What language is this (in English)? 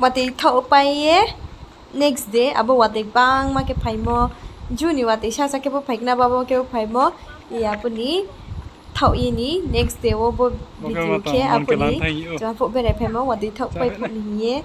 Riang (India)